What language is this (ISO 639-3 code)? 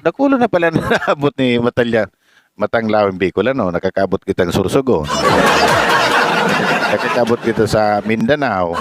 bik